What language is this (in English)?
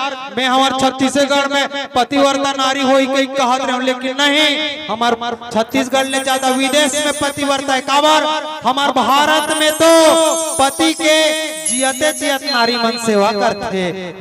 Chhattisgarhi